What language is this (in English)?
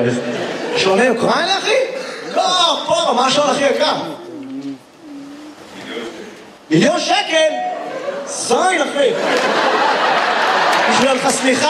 Hebrew